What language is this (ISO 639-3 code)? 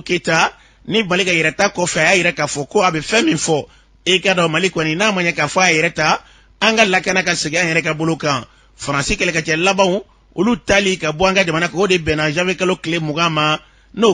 bam